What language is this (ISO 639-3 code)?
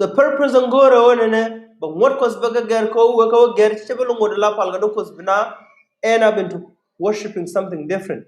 nus